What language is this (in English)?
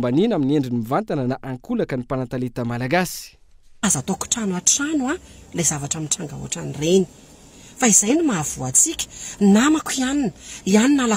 Malagasy